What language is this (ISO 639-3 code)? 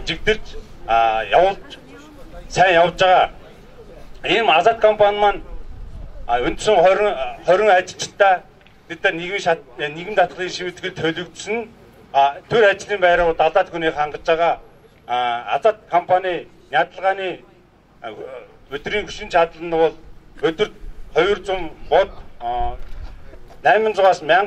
mon